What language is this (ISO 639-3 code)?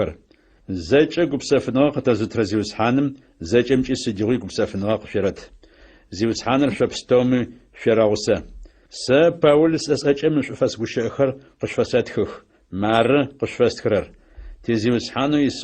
ady